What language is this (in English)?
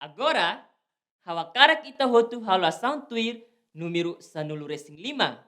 Tetum